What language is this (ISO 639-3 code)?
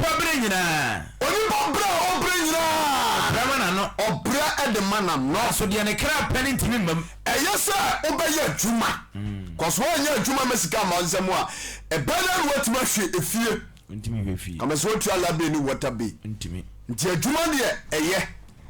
aka